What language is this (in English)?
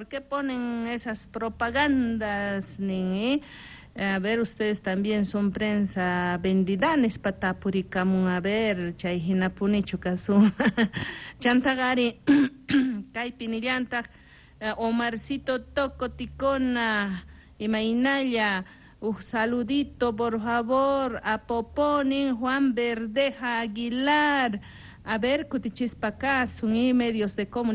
South Bolivian Quechua